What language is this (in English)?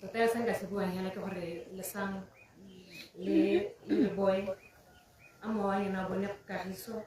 Tswana